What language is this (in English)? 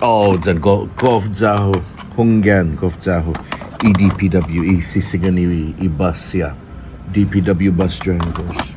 Chamorro